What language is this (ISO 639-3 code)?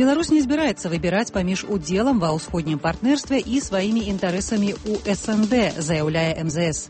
bel